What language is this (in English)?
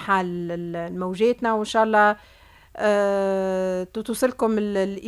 Tunisian Arabic